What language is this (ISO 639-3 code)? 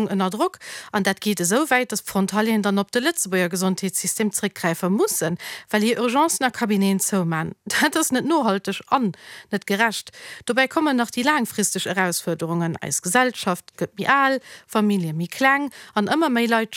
ltz